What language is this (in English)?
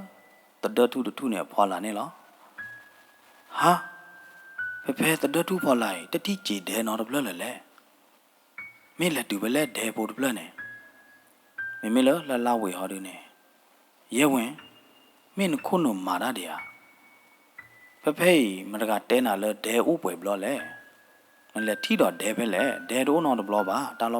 S'gaw Karen